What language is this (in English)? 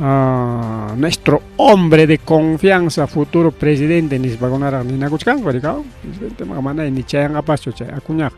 Ayacucho Quechua